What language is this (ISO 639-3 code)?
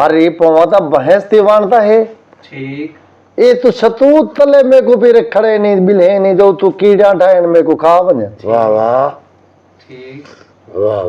skr